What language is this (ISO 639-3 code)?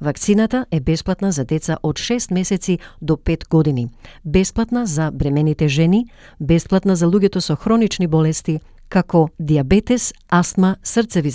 mkd